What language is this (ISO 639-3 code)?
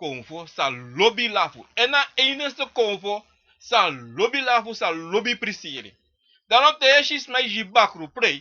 srn